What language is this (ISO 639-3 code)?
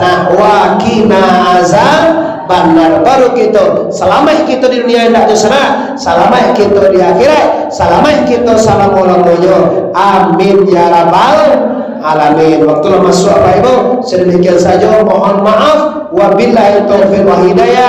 min